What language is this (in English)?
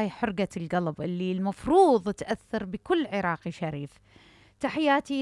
Mesopotamian Arabic